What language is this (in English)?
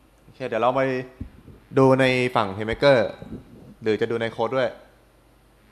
Thai